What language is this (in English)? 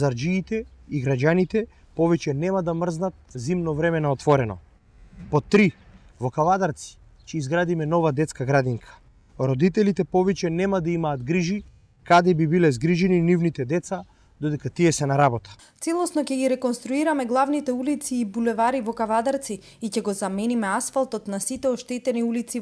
Macedonian